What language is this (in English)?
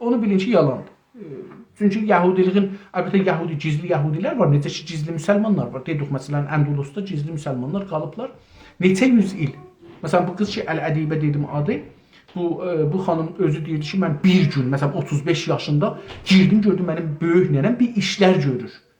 South Azerbaijani